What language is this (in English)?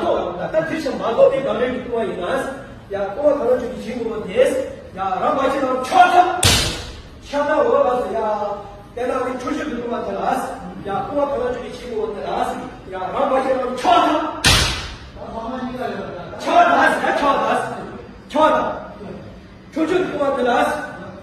Tibetan